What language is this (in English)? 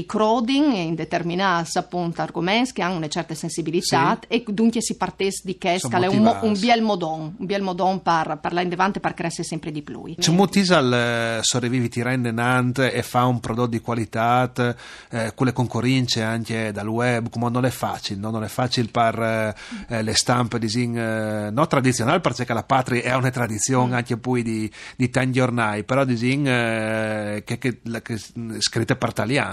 Friulian